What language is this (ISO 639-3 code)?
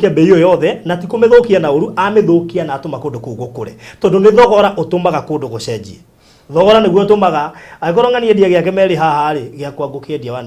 kik